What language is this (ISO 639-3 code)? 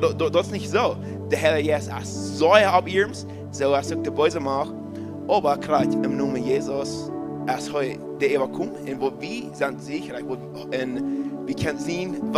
pdt